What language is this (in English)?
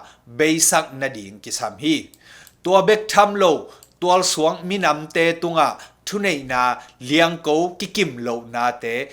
Tedim Chin